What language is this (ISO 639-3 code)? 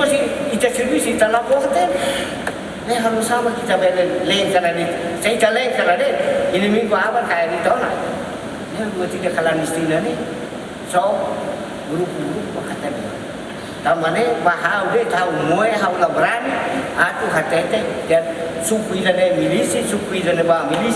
tet